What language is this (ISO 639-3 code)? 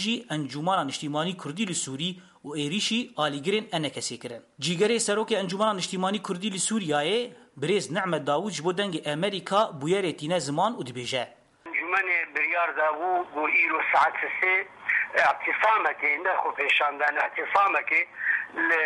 kur